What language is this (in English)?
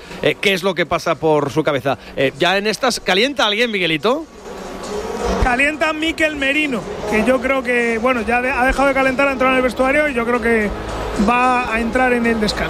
Spanish